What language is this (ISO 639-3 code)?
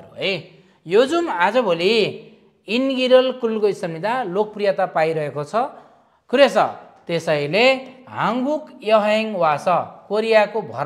nep